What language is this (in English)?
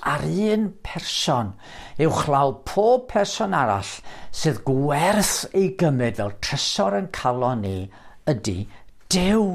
Welsh